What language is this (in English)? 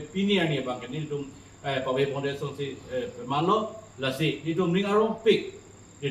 Karbi